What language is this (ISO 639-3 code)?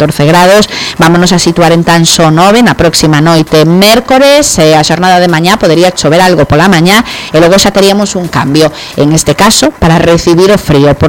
glg